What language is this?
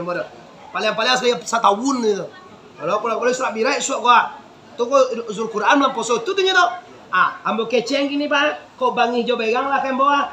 Minangkabau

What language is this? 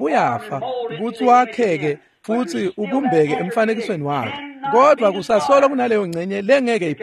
Swati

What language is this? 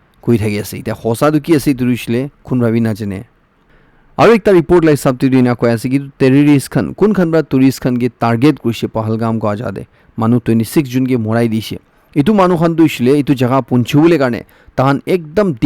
Naga Pidgin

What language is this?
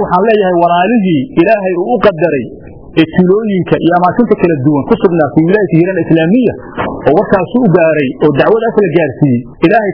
Somali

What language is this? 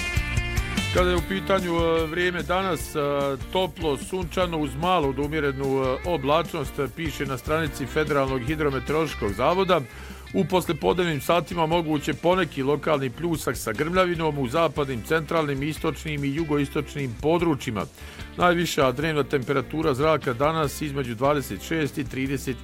Bosnian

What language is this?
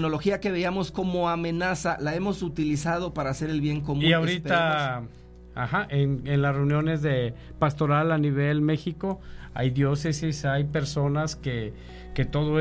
Spanish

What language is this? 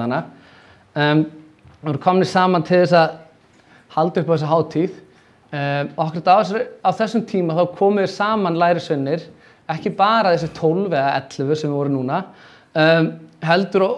Icelandic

